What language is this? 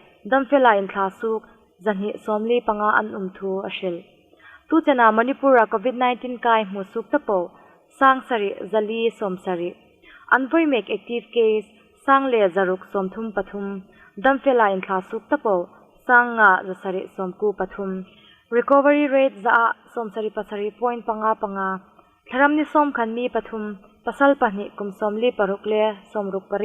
Hmar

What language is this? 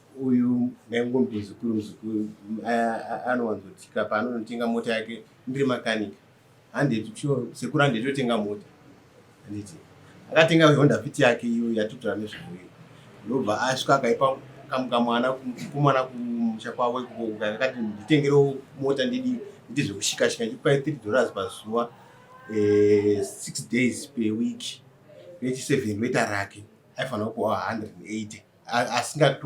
Shona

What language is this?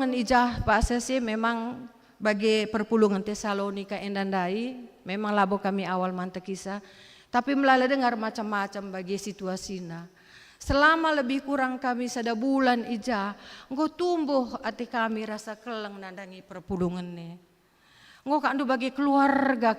Batak Karo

